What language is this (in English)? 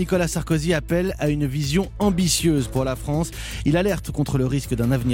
French